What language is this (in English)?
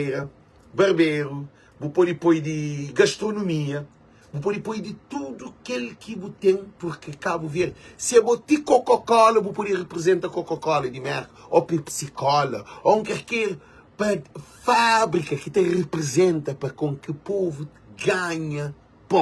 Kabuverdianu